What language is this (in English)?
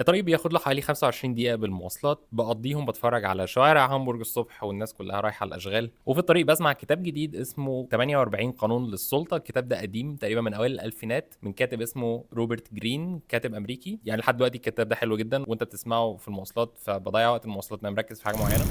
Egyptian Arabic